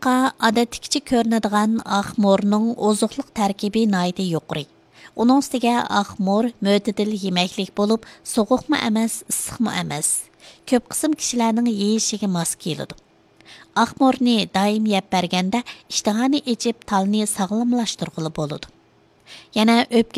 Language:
Uyghur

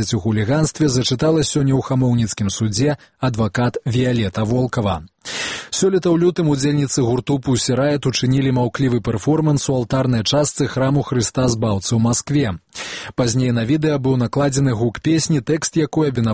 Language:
Belarusian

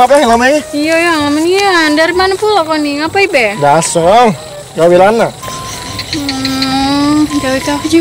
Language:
Musi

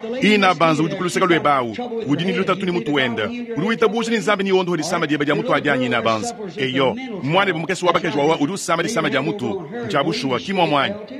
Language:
Luba-Lulua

